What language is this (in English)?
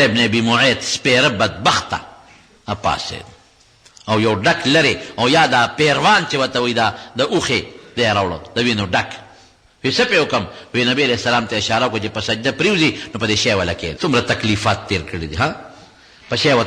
Pashto